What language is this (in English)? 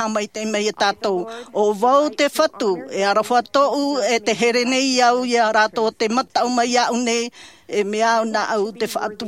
Tahitian